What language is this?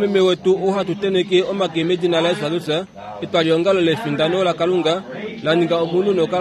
Kuanyama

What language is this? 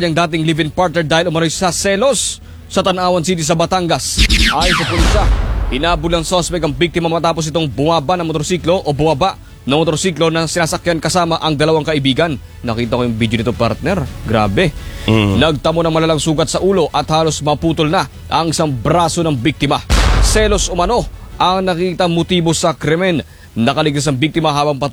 Filipino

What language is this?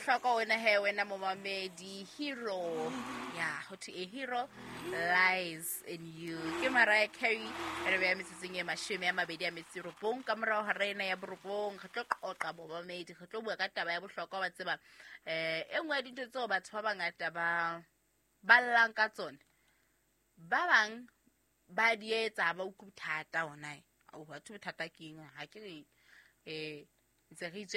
Southern Sotho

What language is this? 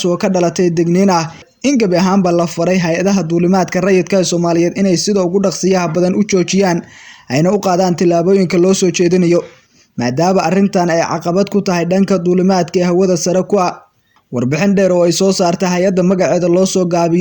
Somali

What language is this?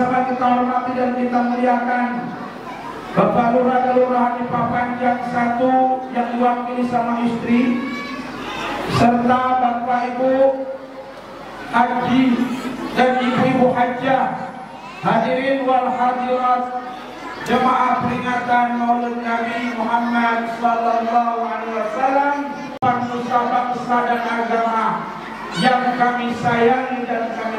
Indonesian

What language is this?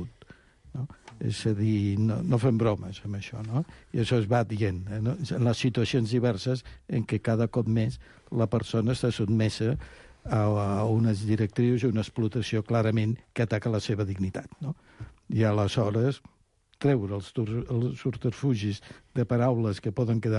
Catalan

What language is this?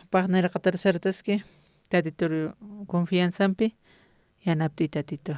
Aymara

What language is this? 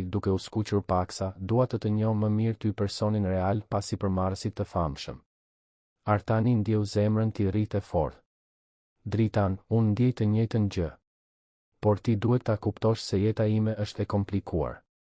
Albanian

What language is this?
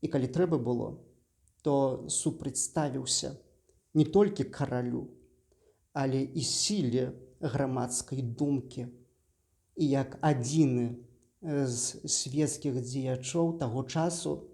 Belarusian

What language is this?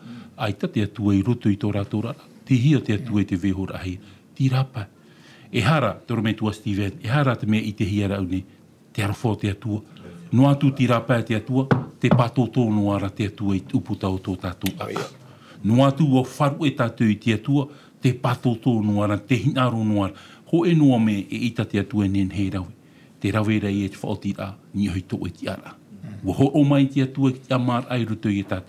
Tahitian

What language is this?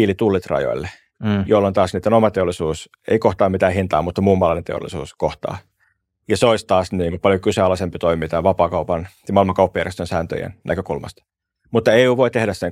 Finnish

